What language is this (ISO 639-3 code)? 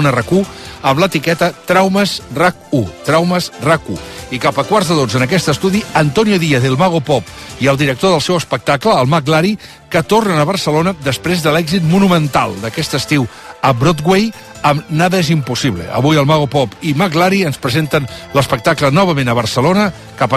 cat